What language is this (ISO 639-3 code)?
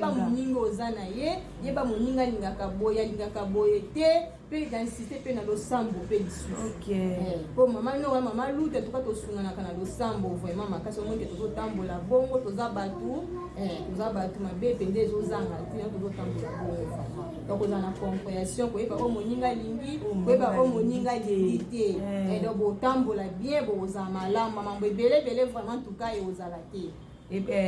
lin